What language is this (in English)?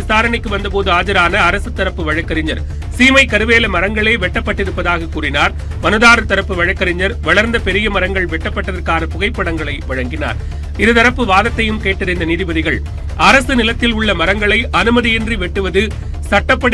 Tamil